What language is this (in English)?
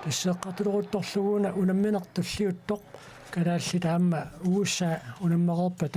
Kalaallisut